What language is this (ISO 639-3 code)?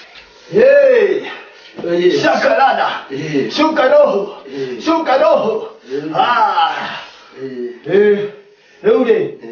swa